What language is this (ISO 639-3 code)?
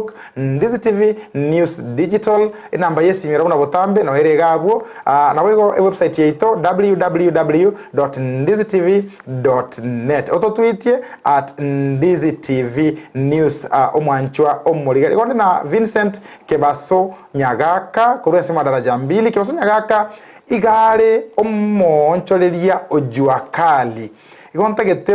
guz